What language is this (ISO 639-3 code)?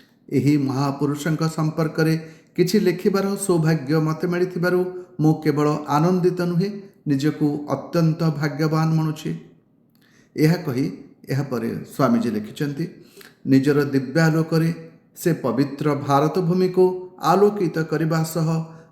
ori